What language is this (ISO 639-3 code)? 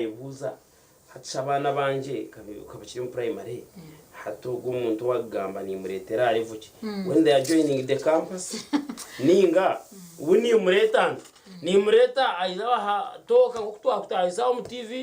nyn